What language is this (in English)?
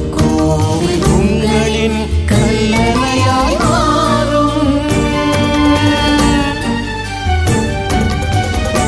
Tamil